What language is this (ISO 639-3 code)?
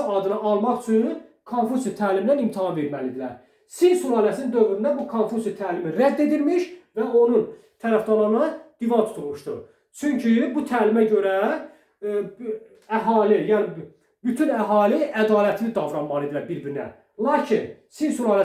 aze